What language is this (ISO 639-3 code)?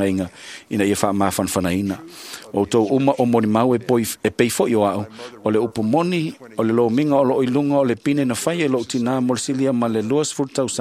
smo